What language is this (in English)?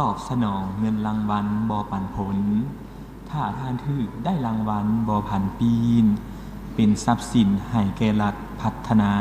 Lao